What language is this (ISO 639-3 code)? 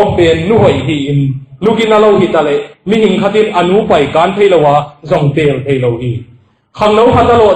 ctd